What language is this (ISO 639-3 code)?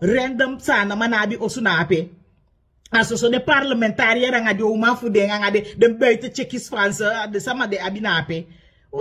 srn